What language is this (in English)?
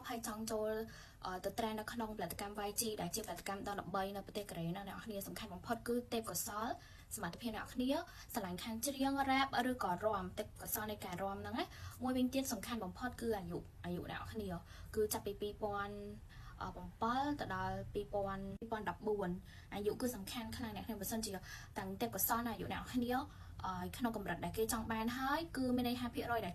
Khmer